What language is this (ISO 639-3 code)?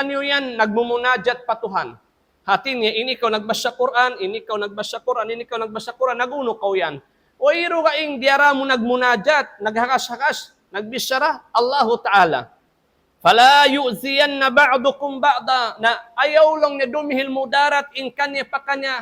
tsg